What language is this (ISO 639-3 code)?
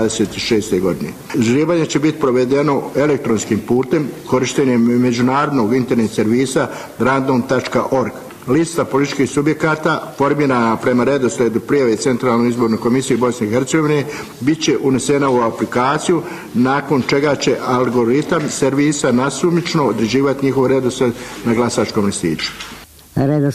bos